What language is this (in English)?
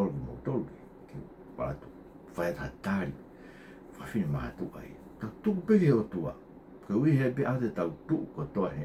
Tongan